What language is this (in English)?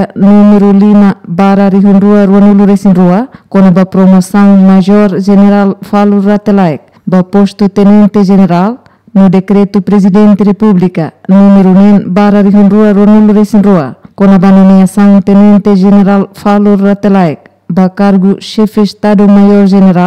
Tetum